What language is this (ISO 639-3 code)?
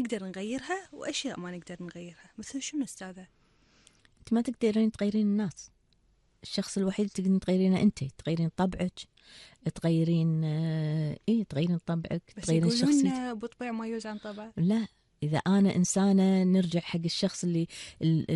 afb